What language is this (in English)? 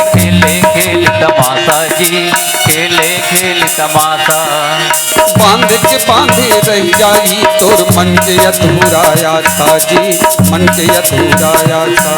Chhattisgarhi